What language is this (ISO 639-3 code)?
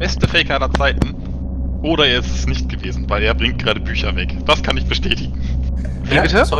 gsw